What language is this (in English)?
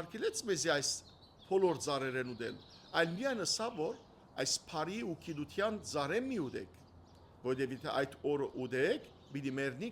Western Armenian